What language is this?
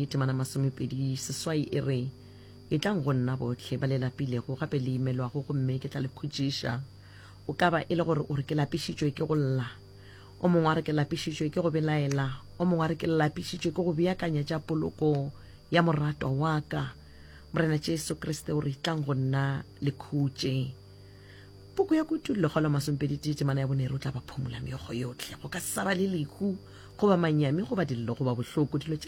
Northern Sotho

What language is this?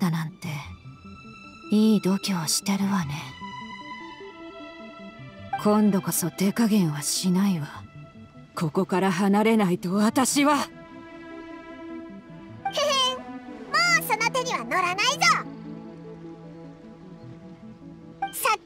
Japanese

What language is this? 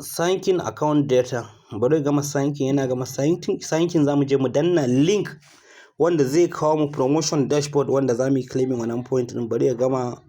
Hausa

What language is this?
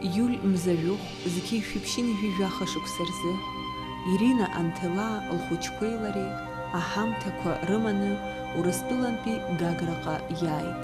Abkhazian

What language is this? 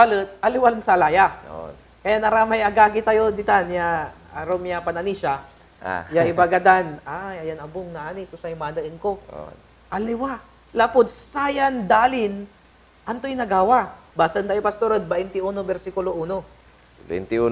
Pangasinan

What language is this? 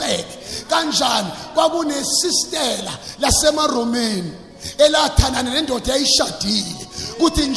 Zulu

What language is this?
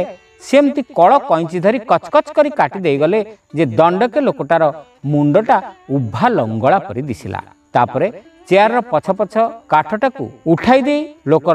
Odia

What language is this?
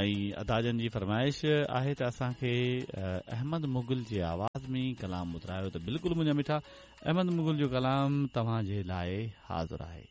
Sindhi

